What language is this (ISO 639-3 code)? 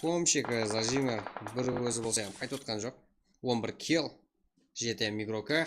kaa